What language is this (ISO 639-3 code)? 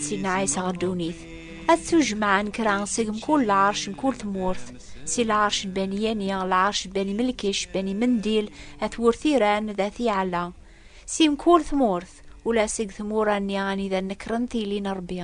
kab